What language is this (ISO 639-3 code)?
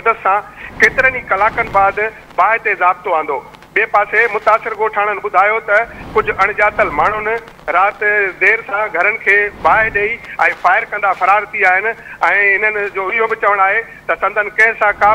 snd